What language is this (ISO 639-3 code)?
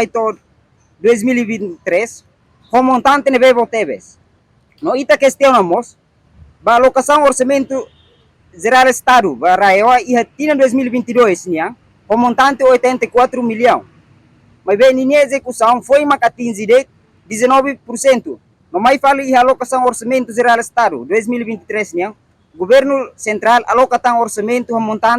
tet